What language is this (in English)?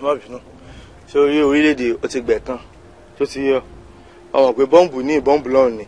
Yoruba